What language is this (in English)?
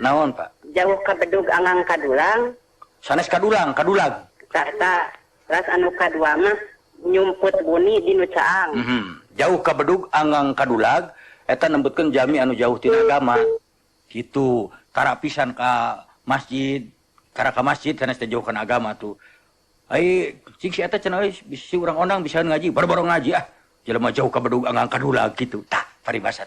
Sundanese